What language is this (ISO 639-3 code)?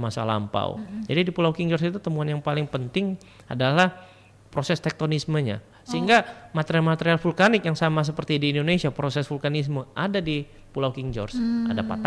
ind